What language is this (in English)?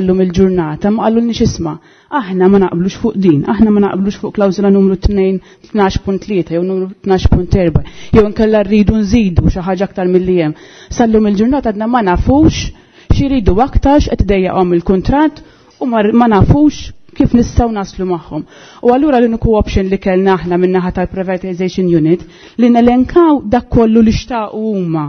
Maltese